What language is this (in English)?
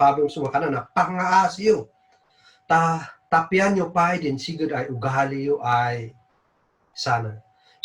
Kankanaey